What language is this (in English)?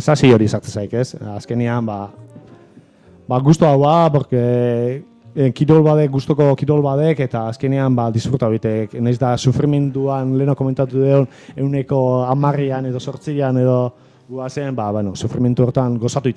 Basque